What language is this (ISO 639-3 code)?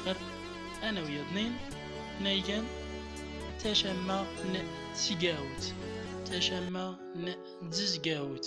tzm